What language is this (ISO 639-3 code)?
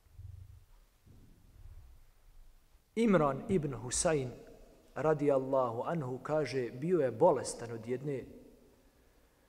bos